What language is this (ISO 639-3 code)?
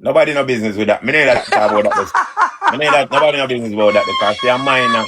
jam